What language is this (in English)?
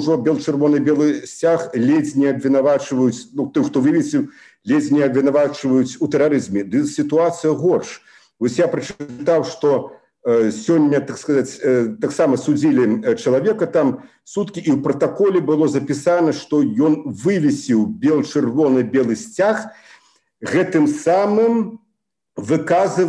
Belarusian